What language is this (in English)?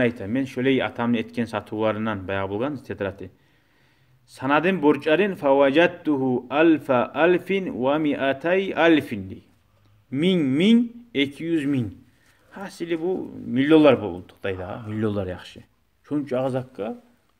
Kumyk